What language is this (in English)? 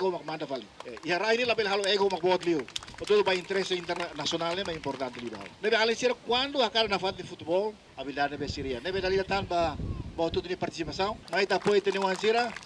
Tetum